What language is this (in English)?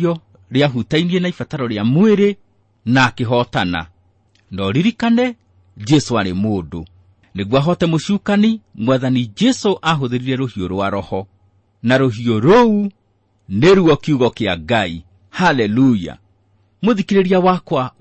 Kikuyu